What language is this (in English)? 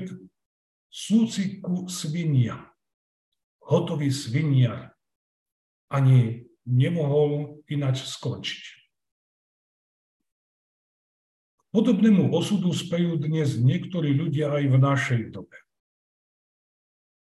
Slovak